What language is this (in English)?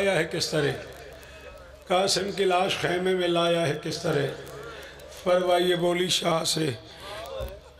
Urdu